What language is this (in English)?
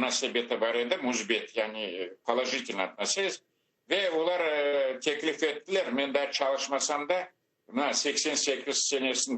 Crimean Tatar